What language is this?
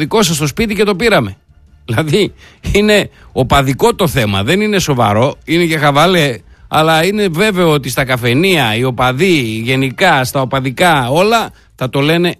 Greek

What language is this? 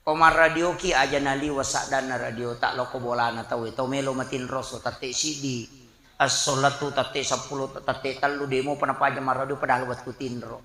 Buginese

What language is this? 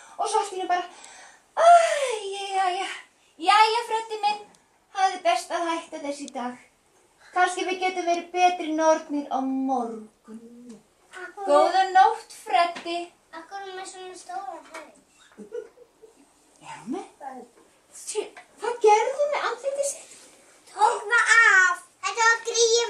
Icelandic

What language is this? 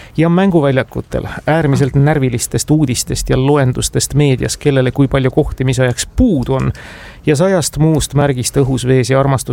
Estonian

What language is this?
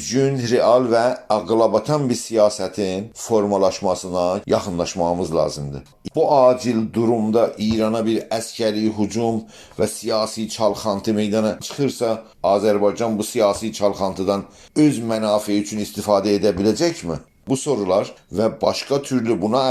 South Azerbaijani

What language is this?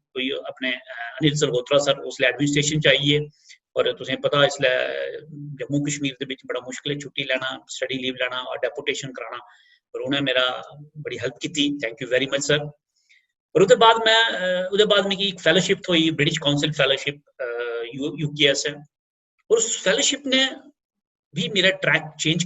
Dogri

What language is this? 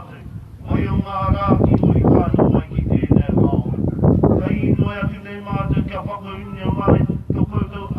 Māori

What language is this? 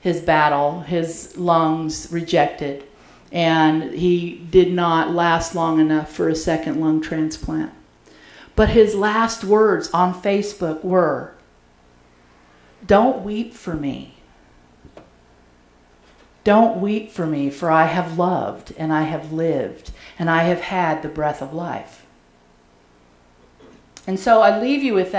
English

